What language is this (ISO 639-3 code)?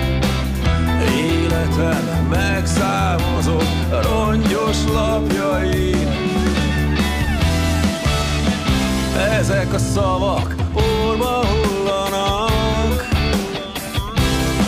hun